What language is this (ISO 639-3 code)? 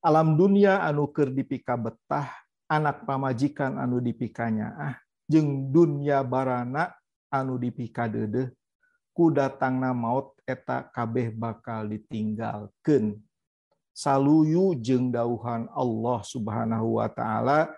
sun